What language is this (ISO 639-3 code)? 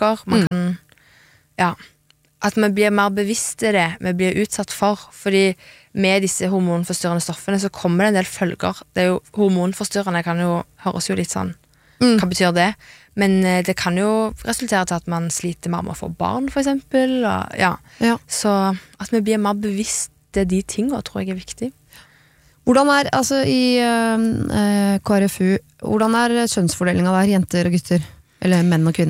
nor